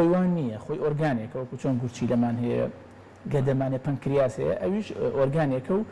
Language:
Central Kurdish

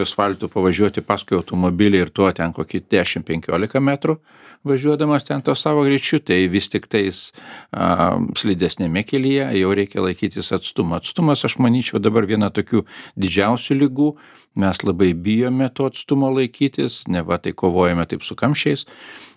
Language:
Lithuanian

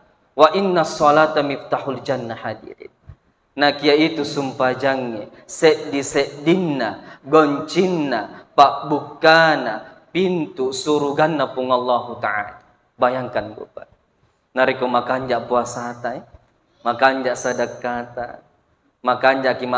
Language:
Buginese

